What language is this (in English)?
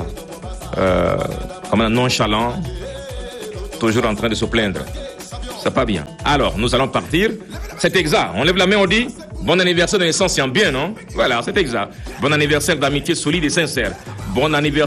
French